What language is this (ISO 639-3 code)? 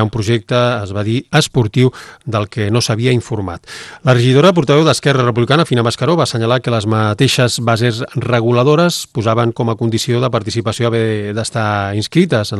cat